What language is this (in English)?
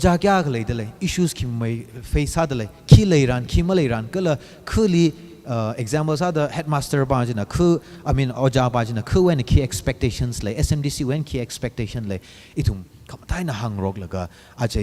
Tangkhul Naga (India)